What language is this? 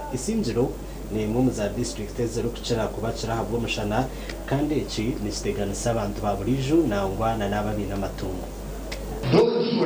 Nyankole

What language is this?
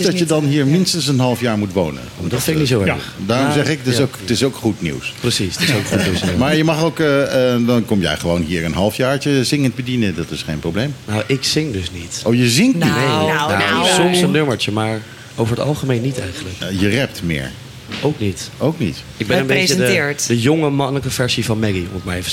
Dutch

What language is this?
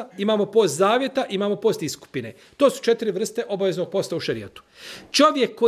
Bosnian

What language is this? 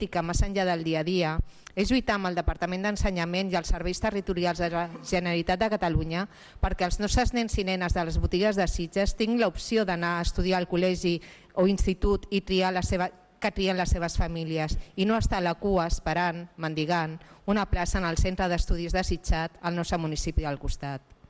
Catalan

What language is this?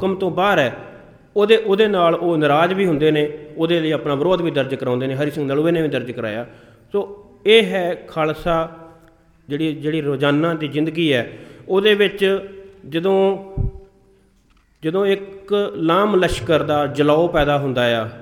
Punjabi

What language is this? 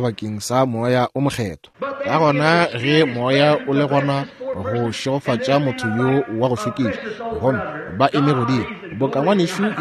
Northern Sotho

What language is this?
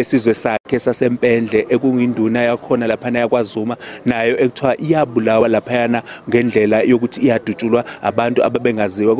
Zulu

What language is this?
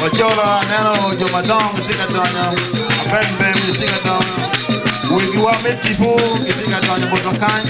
Acoli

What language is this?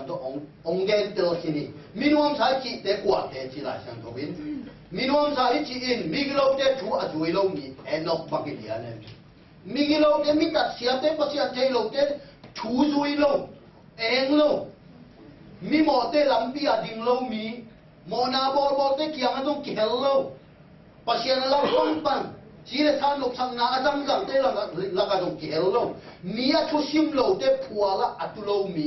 Tedim Chin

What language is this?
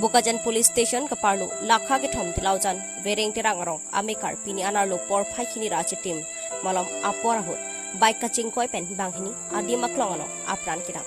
Karbi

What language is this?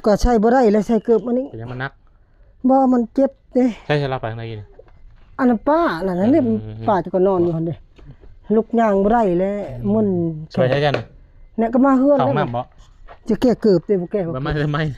Lao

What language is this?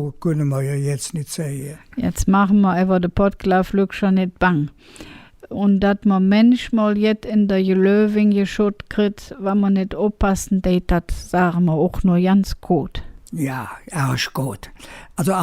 Colognian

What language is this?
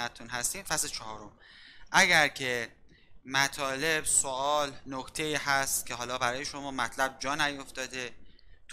Persian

